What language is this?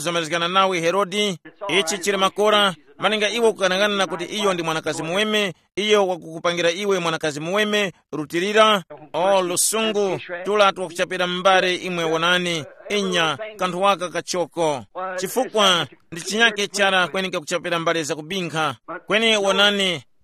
Tumbuka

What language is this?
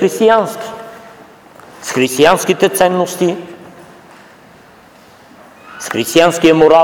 Bulgarian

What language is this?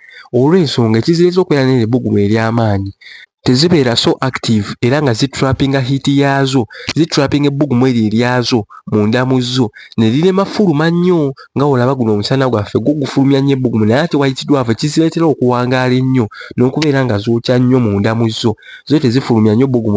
Ganda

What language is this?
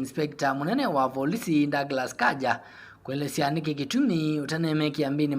Kamba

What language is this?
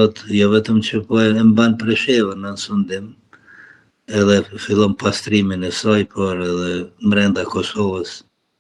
Albanian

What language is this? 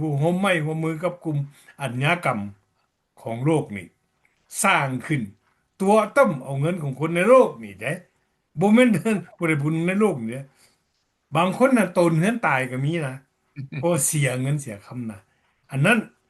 Lao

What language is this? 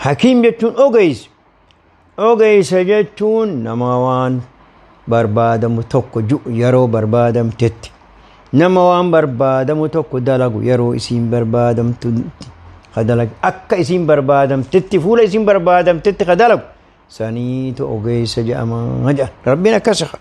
Oromo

